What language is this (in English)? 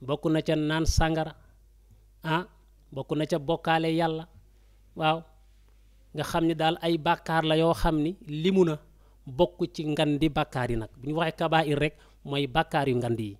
Wolof